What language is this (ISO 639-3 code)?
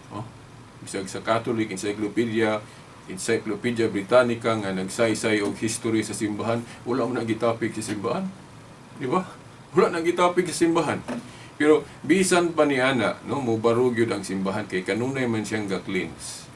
ceb